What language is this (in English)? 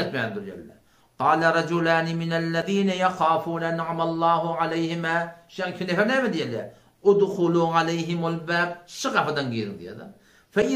Turkmen